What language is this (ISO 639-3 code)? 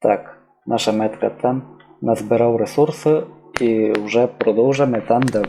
rue